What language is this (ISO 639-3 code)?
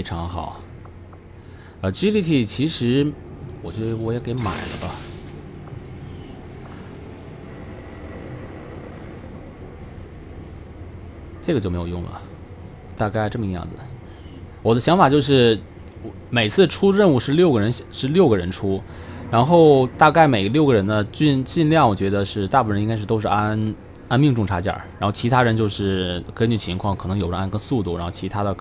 zho